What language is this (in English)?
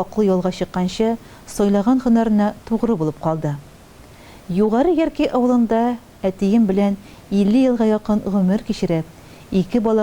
Tatar